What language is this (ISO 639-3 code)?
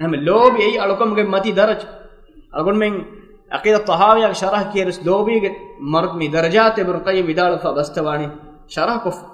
div